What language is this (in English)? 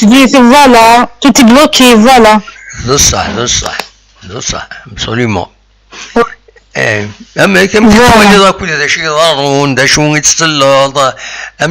Kabyle